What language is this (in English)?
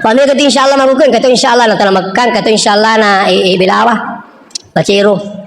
Buginese